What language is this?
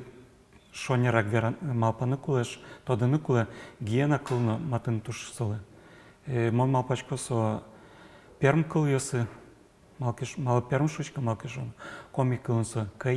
Udmurt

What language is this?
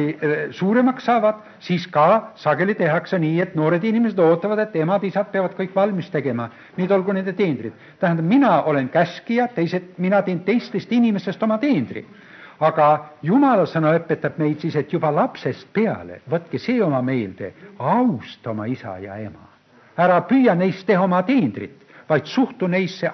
Estonian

